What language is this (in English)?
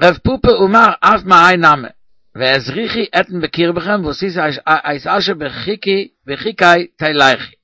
Yiddish